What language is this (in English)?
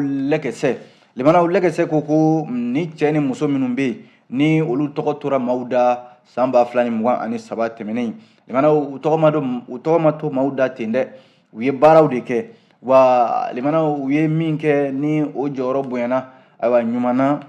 Bambara